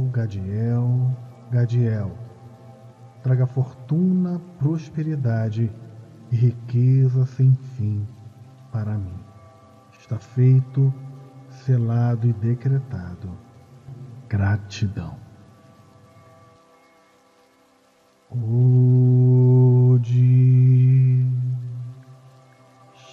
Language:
Portuguese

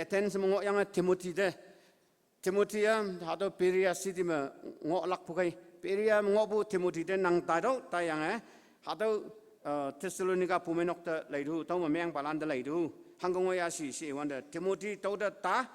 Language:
Konyak Naga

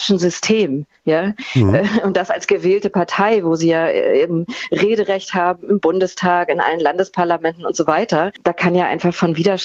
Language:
German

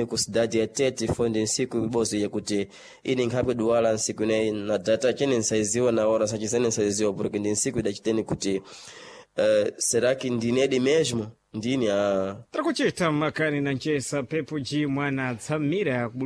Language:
Sena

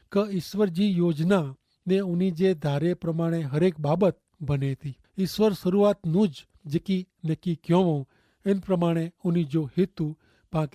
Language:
Kachhi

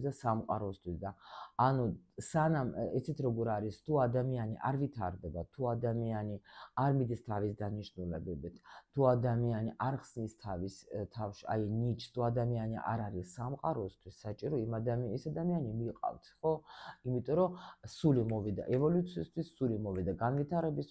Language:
Georgian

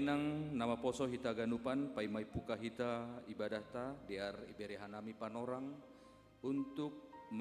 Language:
Batak Simalungun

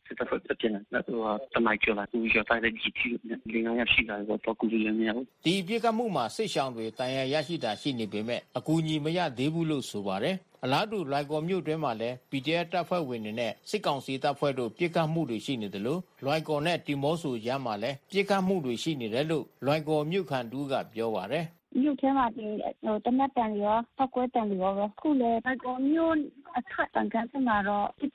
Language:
Burmese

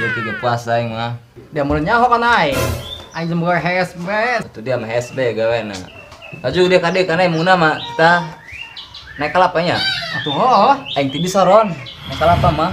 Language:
Sundanese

